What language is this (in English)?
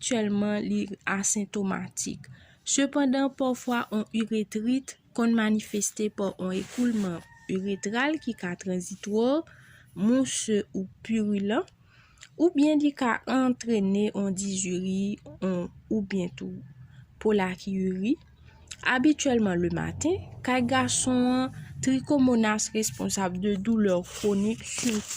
Haitian Creole